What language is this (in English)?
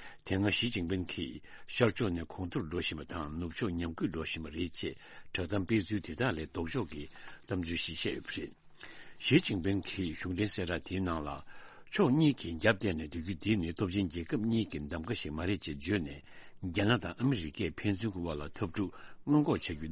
Tibetan